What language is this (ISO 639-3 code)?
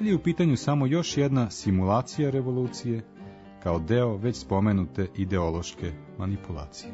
srp